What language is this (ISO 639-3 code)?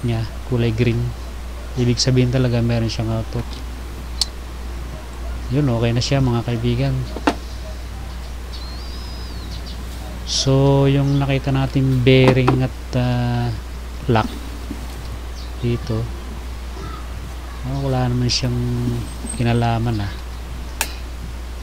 fil